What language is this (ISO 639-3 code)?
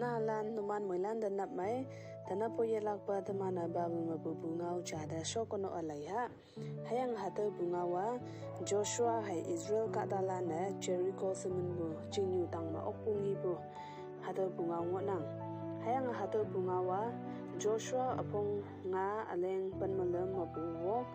nbe